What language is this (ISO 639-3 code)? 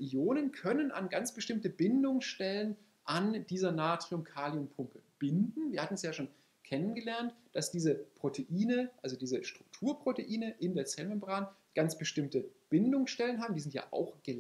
deu